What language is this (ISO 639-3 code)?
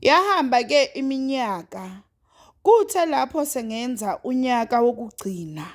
zul